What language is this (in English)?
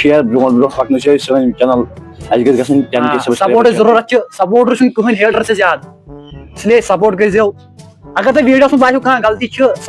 Kashmiri